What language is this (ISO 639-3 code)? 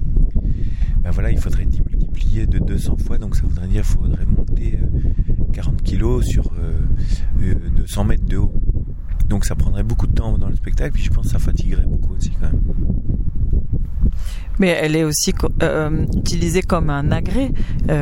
fra